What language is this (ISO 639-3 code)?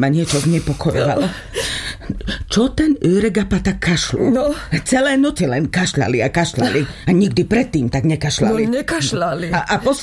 slk